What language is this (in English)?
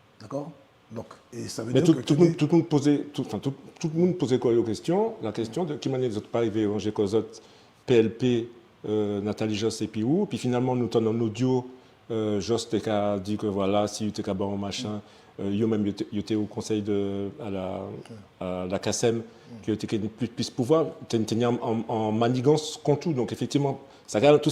Guadeloupean Creole French